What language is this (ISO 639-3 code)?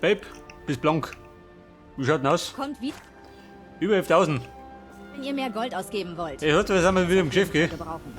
bar